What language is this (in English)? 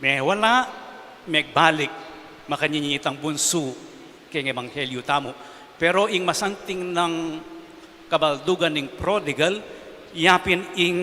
Pampanga